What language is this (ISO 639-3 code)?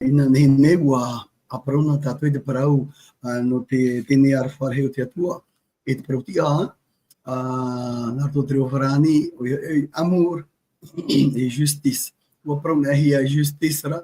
tah